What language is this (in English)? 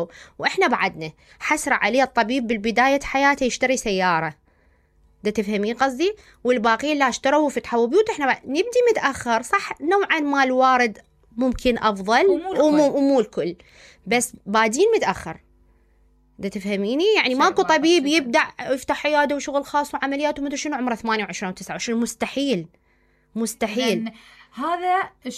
Mesopotamian Arabic